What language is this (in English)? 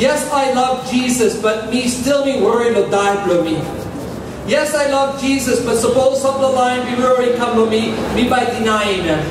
Tok Pisin